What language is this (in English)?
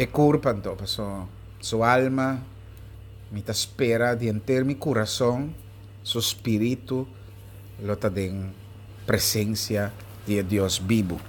Papiamento